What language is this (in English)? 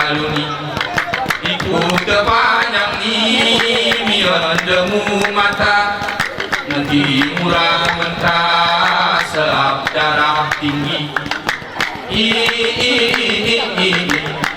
Gayo